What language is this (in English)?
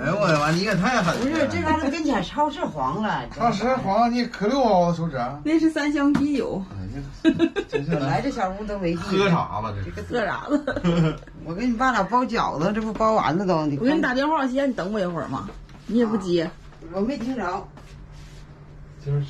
Chinese